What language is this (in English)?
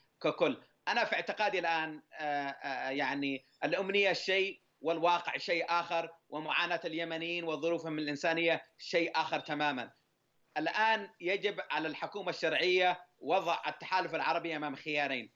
Arabic